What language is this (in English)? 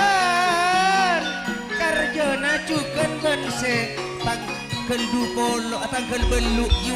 Madurese